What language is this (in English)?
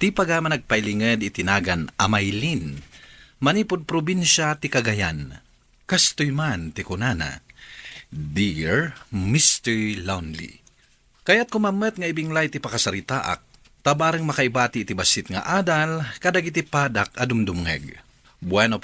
Iloko